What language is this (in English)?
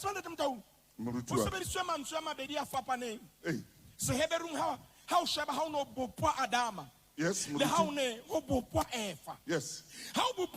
Southern Sotho